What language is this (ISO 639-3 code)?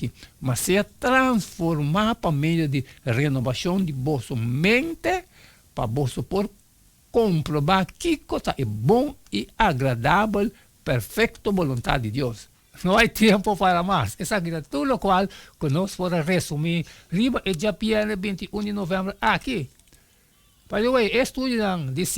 pap